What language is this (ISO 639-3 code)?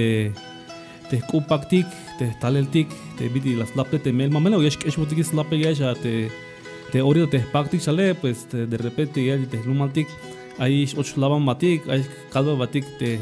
tzh